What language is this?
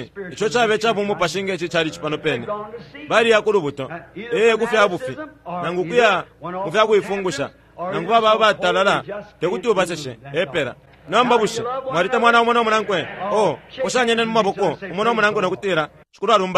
Bemba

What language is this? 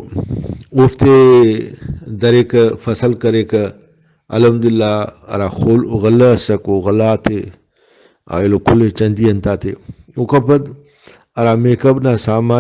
Brahui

